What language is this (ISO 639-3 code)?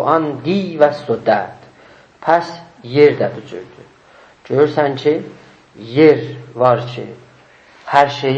azb